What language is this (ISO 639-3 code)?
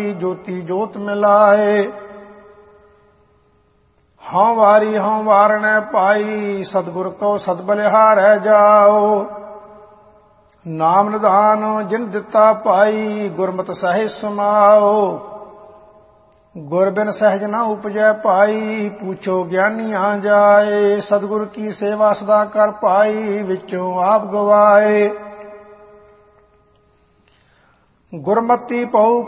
pan